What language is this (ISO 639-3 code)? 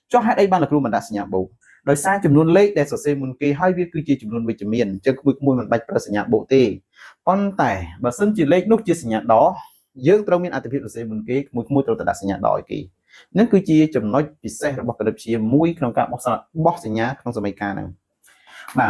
khm